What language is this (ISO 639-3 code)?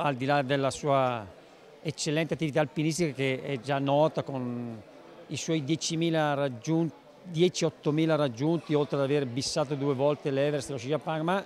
ita